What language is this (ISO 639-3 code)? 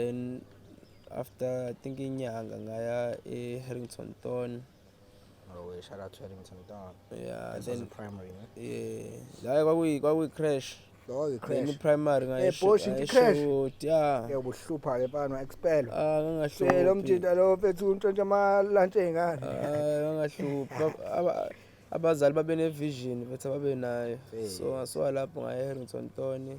zul